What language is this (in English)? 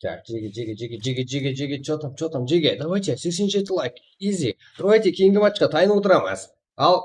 Kara-Kalpak